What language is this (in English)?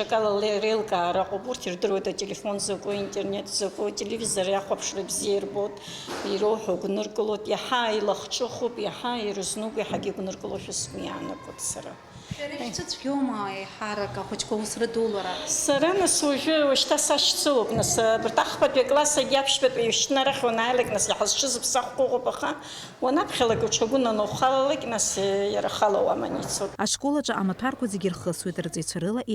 Abkhazian